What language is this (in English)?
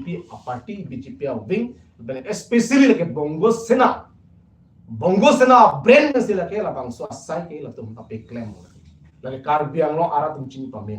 Karbi